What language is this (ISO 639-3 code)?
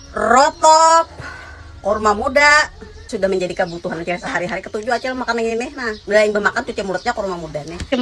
bjn